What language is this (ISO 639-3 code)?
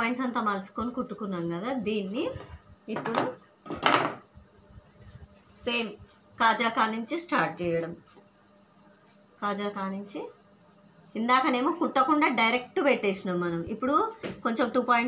tel